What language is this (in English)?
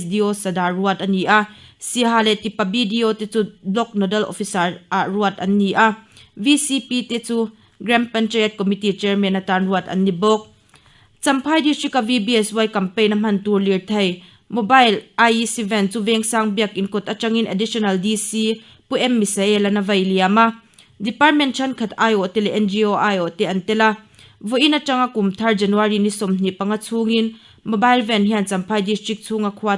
Mizo